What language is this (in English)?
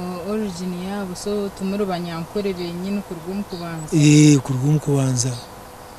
Nyankole